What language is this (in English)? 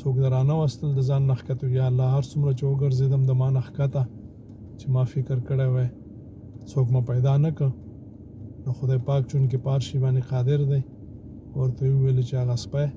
Pashto